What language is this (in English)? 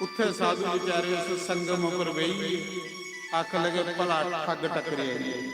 Dogri